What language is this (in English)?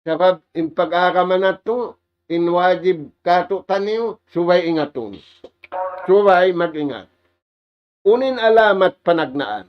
Tausug